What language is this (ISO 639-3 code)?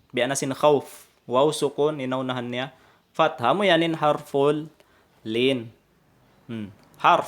tsg